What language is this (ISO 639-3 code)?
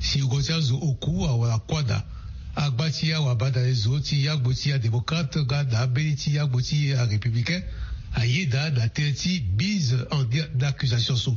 sag